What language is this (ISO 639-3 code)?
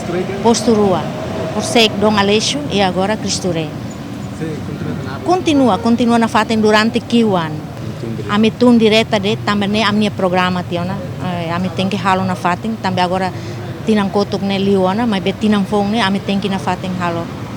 tet